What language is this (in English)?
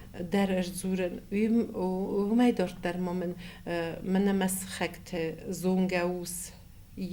Ossetic